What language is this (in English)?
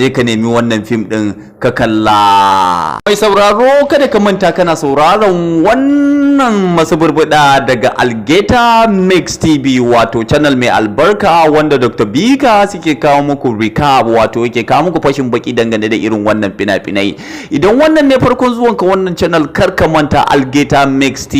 Hausa